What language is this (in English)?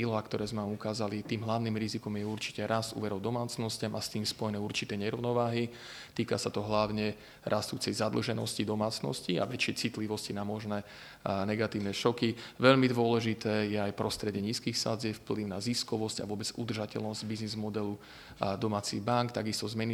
Slovak